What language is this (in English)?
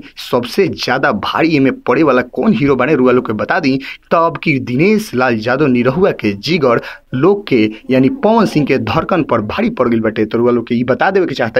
Bhojpuri